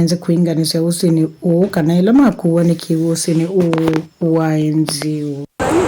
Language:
Kamba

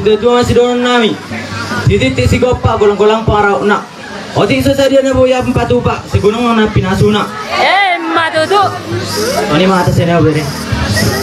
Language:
Batak Toba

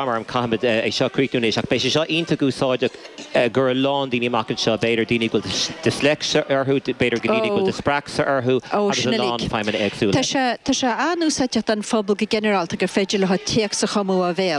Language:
Irish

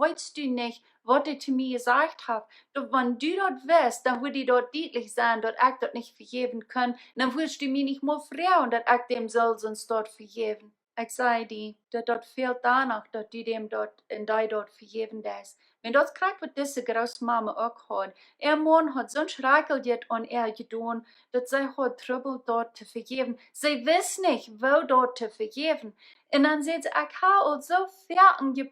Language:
Plautdietsch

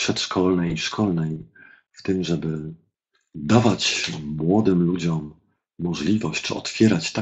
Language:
Polish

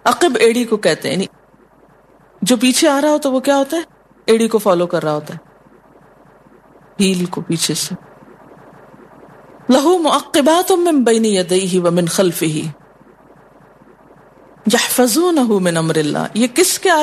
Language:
Urdu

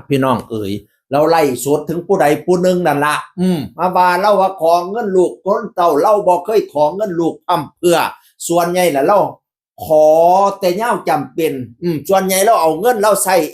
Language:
Northeastern Thai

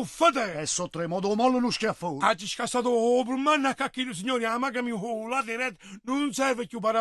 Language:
Neapolitan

